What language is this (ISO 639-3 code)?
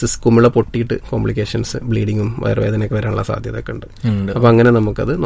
mal